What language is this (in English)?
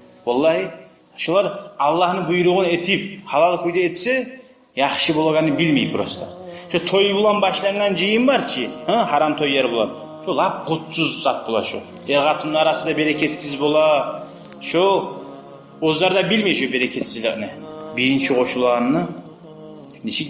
Kumyk